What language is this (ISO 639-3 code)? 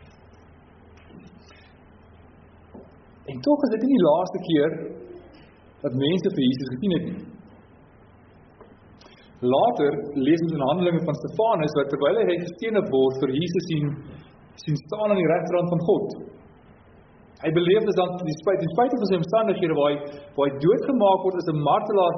afr